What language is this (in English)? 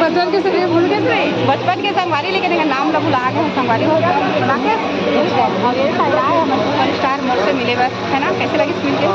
Chhattisgarhi